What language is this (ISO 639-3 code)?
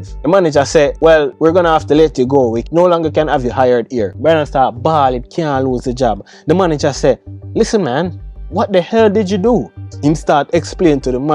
jam